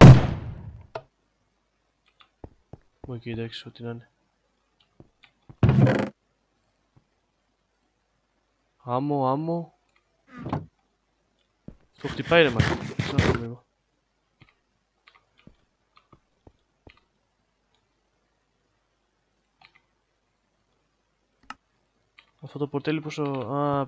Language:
Greek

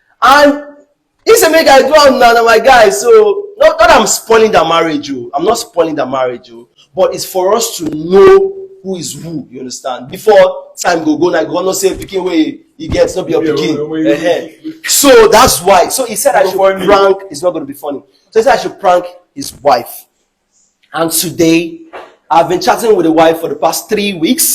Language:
Nigerian Pidgin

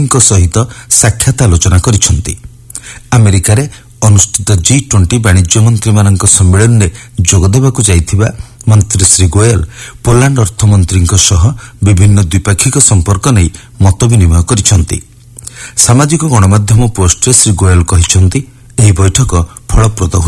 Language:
Odia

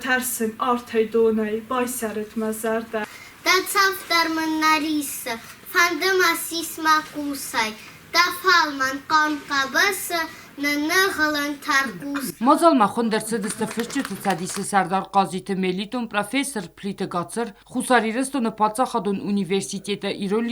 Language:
Ossetic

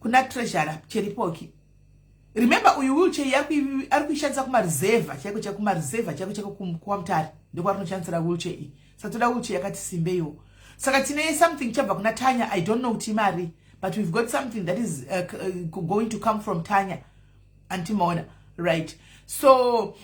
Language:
Shona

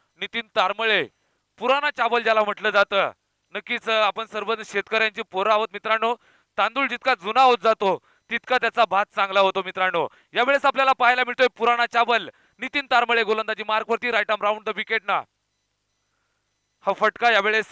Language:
Marathi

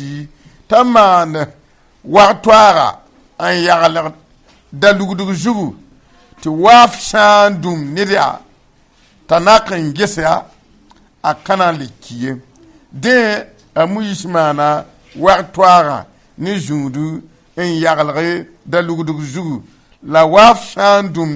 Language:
Mossi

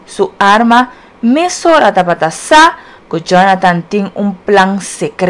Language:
Papiamento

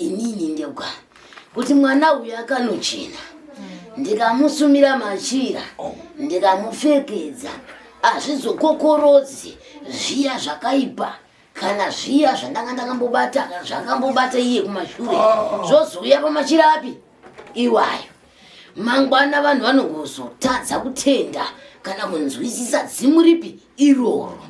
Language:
Shona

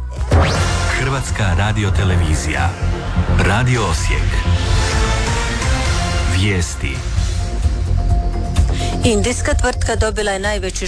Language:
Croatian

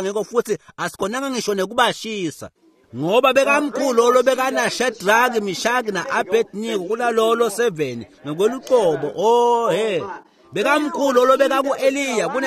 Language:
Swati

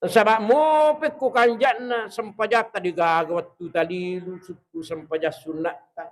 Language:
Buginese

